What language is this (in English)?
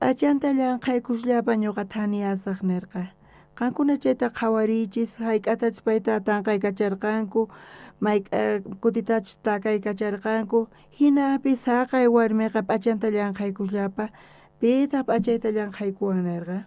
South Bolivian Quechua